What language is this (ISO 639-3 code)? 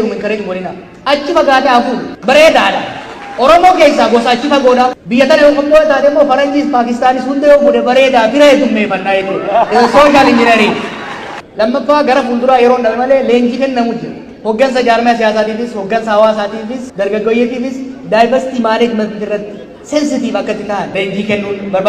orm